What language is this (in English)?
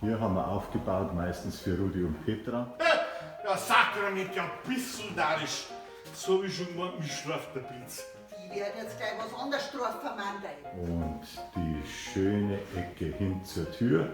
Bavarian